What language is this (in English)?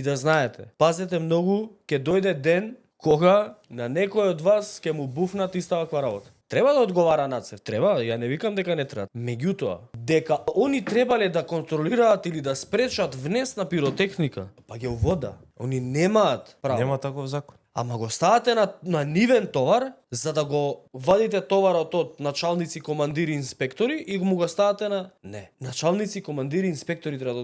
Macedonian